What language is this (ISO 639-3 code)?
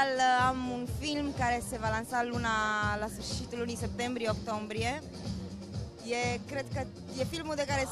ron